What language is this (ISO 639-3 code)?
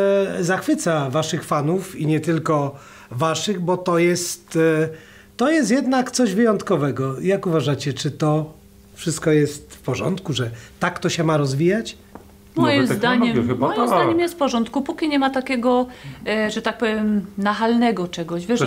pol